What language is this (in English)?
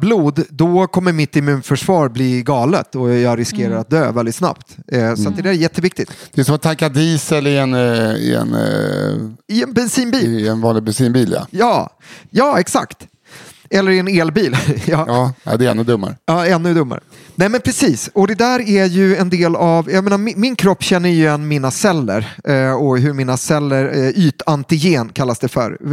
Swedish